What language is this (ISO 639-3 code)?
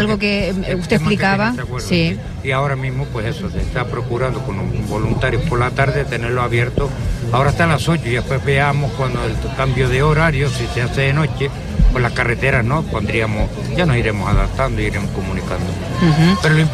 spa